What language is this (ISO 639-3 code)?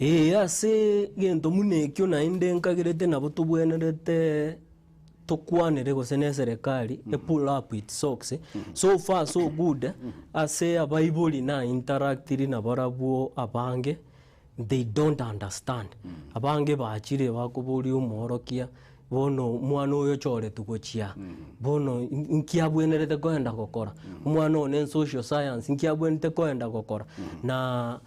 guz